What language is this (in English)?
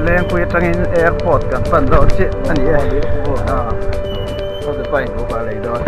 Mizo